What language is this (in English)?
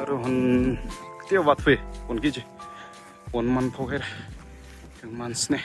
Tangkhul Naga (India)